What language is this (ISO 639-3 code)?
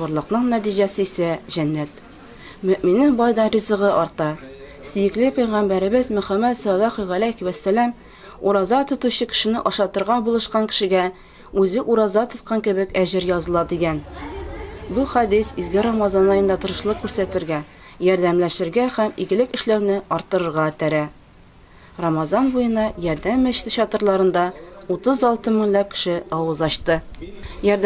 tat